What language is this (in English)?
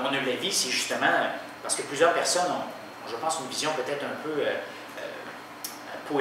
French